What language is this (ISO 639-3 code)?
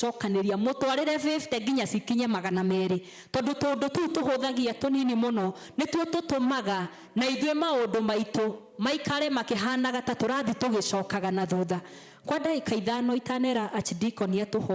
kik